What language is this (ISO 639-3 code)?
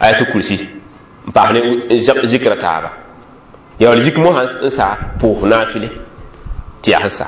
mos